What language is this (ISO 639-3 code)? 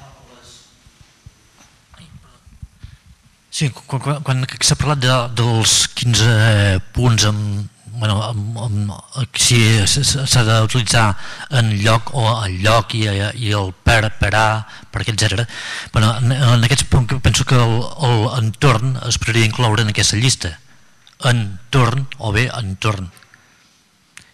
cat